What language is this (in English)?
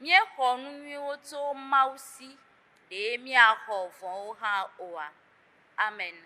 Ewe